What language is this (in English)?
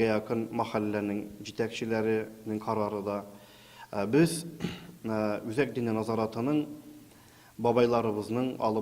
Tatar